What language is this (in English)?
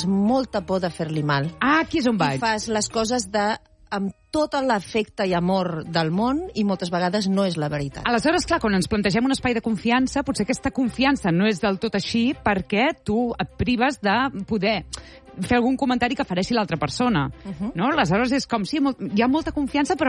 Catalan